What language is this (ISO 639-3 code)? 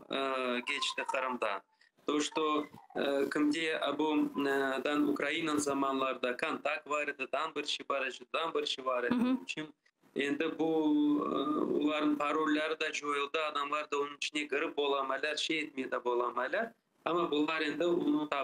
crh